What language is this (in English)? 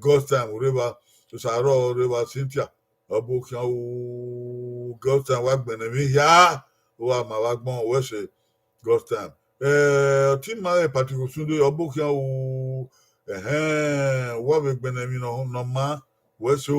Bini